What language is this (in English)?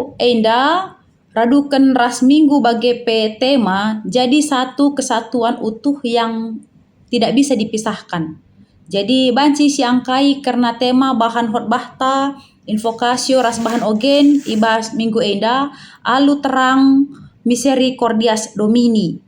Batak Karo